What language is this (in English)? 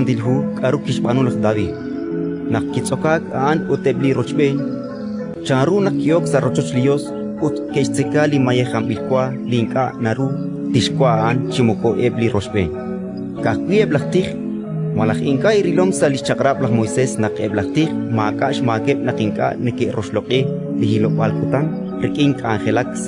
Kekchí